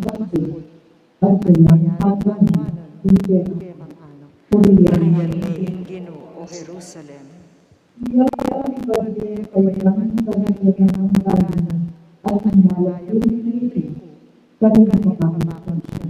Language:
Pampanga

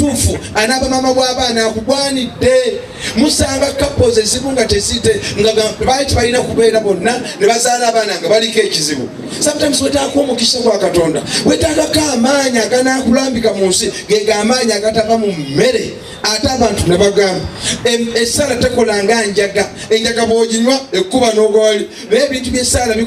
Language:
Ganda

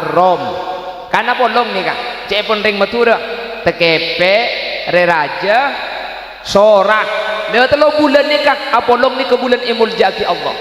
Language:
Madurese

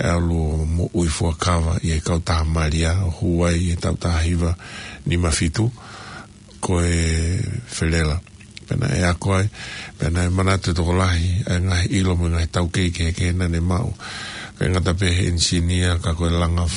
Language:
Tongan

